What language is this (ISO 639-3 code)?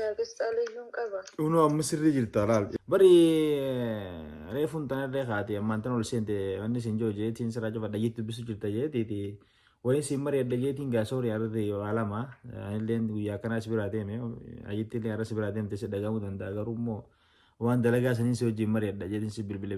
orm